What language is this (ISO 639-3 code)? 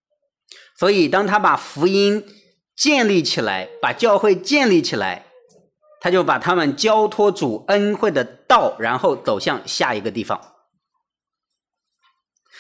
zho